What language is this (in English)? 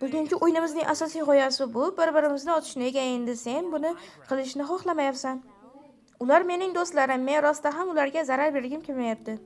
Uzbek